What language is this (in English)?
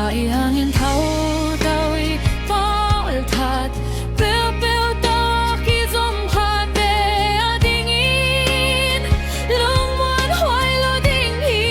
Tedim Chin